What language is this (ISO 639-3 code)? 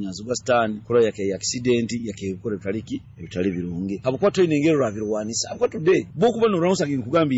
nyo